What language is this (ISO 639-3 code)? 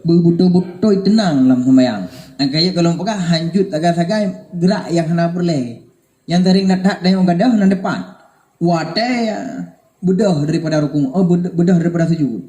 ace